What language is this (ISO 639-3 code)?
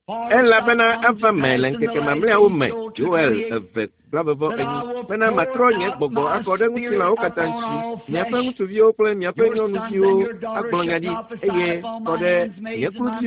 ewe